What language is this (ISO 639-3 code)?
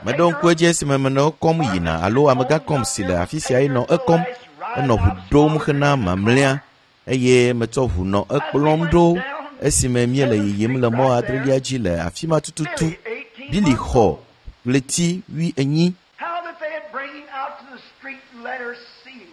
ewe